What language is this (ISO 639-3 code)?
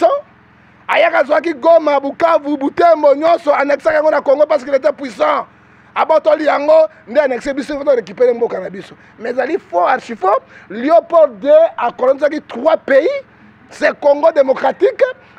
lin